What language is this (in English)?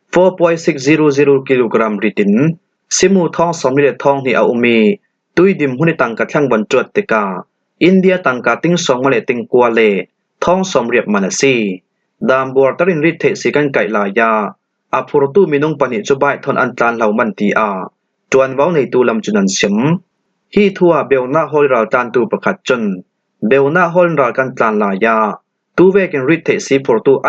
Falam Chin